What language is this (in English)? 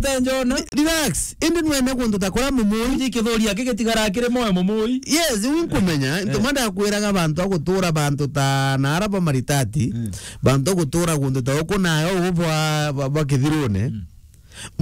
Meru